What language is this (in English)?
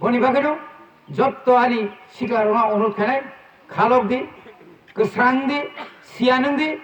Kok Borok